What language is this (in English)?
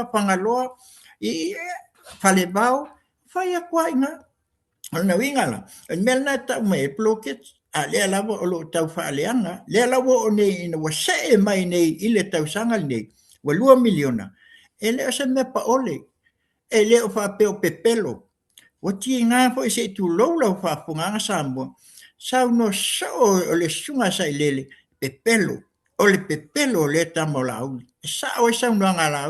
Samoan